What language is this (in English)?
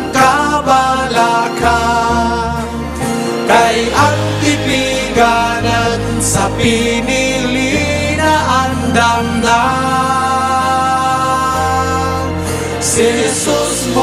Cebuano